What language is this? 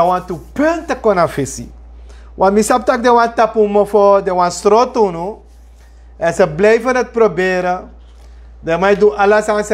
Sranan Tongo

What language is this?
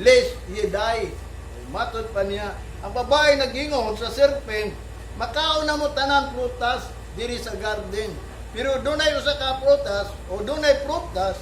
Cebuano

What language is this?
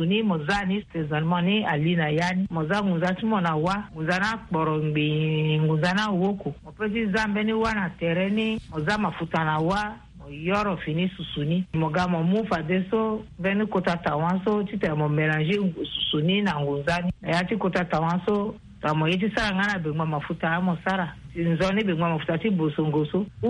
Sango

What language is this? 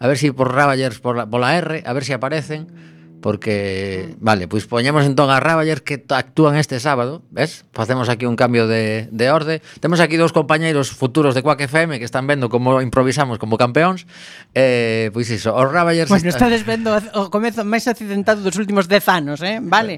Galician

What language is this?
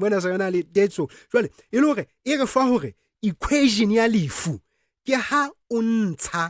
Southern Sotho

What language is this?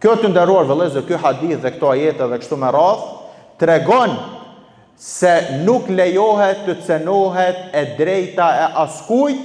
Albanian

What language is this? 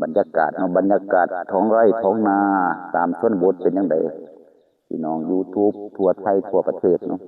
Lao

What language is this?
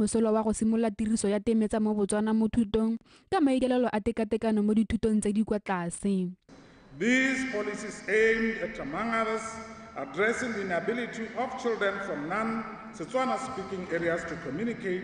Tswana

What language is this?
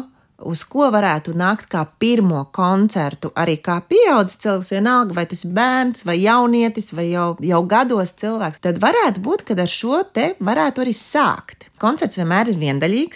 Latvian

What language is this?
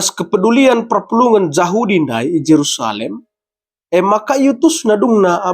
Batak Karo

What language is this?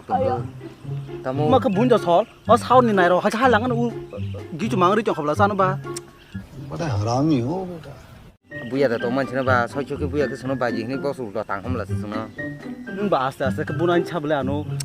Kok Borok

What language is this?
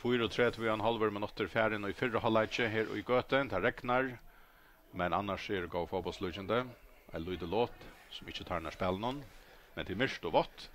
Faroese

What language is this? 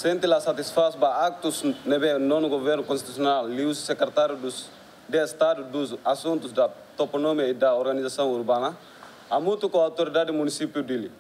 Tetum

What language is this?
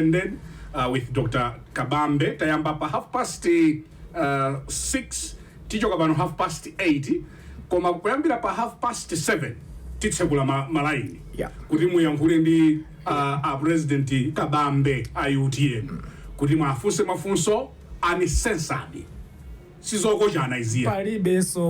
Nyanja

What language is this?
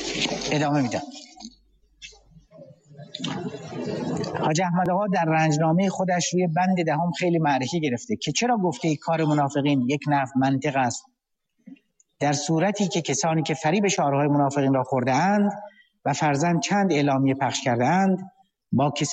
Persian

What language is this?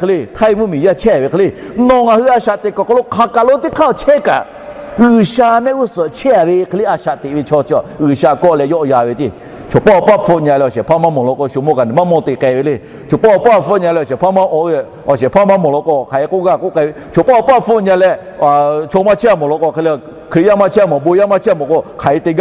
Lahu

